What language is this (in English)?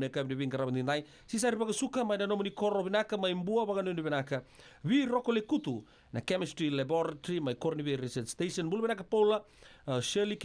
Fijian